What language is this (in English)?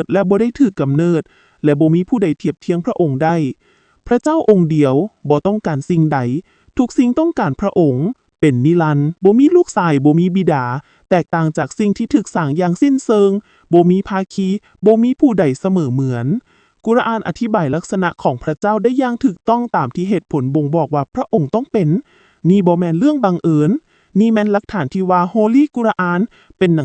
Lao